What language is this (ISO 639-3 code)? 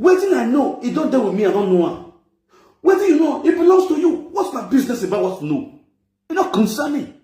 pcm